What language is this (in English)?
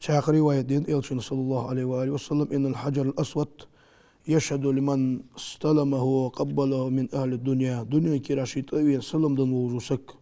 Ingush